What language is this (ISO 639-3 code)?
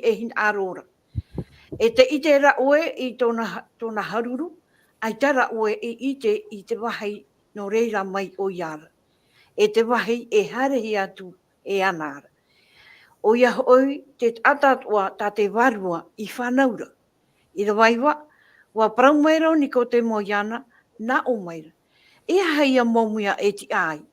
tah